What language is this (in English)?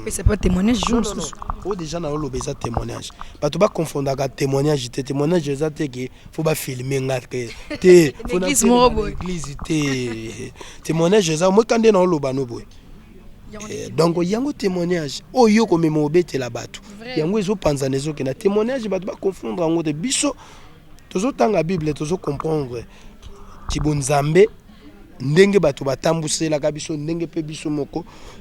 Lingala